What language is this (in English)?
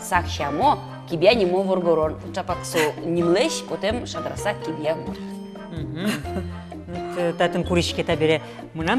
Udmurt